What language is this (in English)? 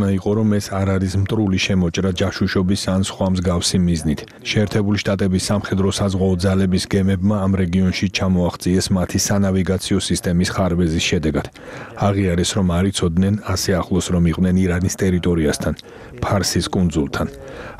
Georgian